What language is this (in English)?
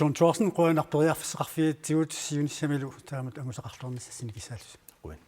Kalaallisut